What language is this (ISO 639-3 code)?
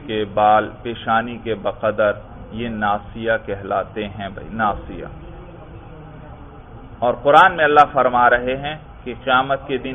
urd